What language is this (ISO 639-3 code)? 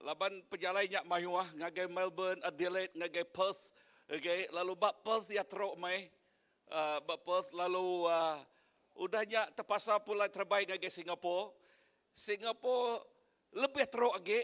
iba